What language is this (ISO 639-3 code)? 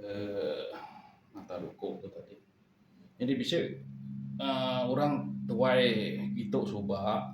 iba